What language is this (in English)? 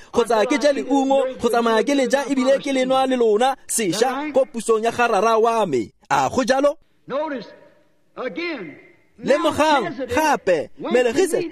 Tswana